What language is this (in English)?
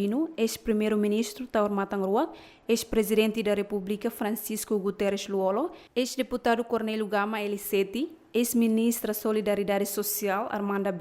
Tetum